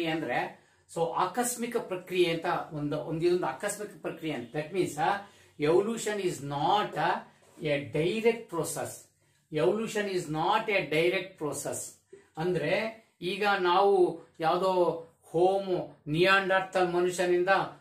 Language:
Kannada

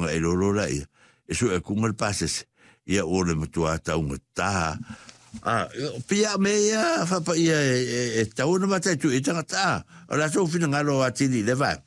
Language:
Samoan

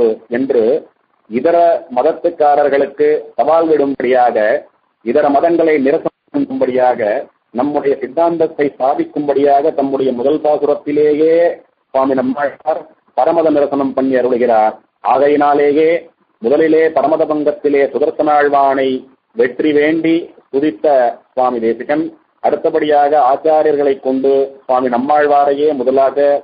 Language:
Tamil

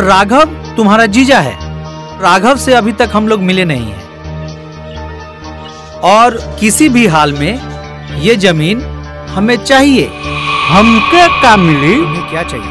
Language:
Bhojpuri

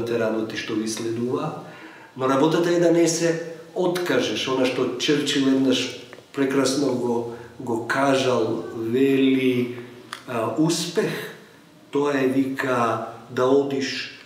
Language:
Macedonian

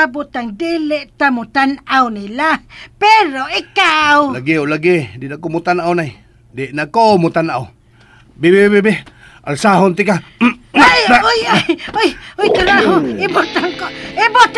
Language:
Cebuano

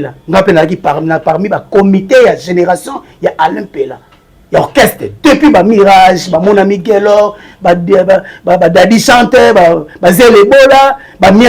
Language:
Lingala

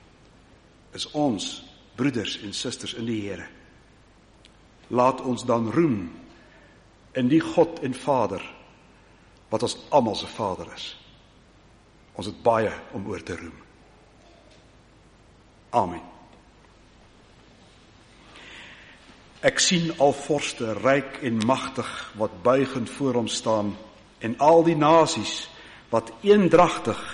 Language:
Afrikaans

